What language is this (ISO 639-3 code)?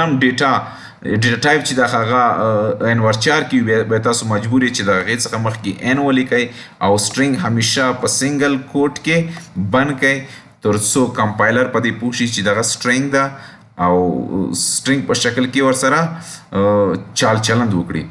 pus